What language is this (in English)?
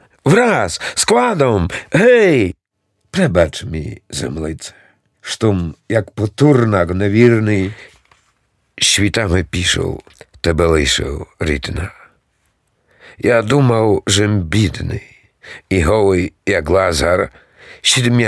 Rusyn